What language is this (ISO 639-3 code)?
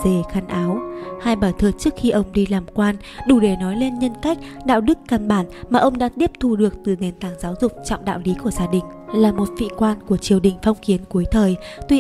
vie